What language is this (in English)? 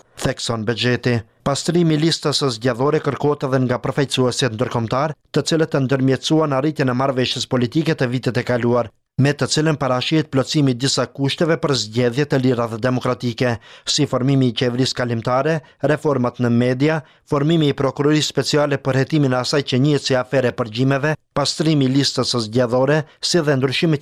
Albanian